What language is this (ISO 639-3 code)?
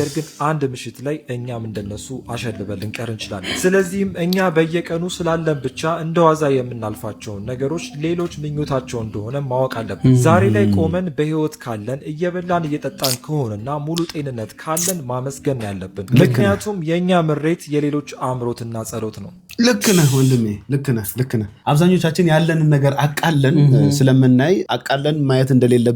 amh